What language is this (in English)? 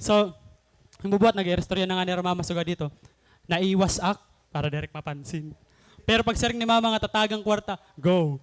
Waray